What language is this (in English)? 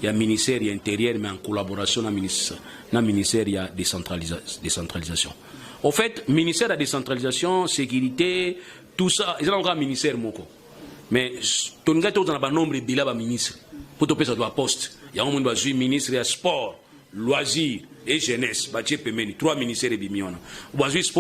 Lingala